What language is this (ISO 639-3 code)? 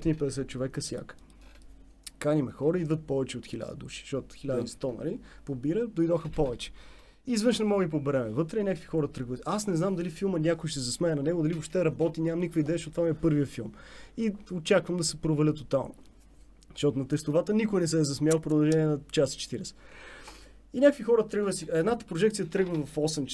bul